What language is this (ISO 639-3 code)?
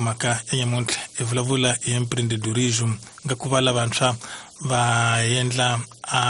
tso